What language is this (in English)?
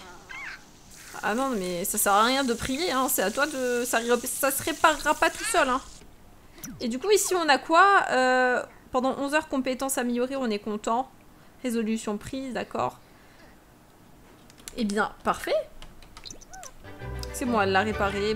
French